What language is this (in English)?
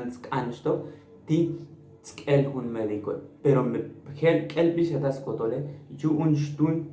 Tzotzil